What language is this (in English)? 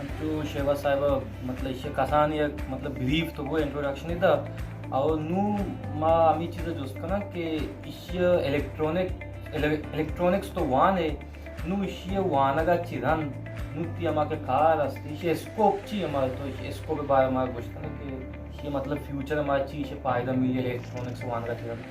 Baluchi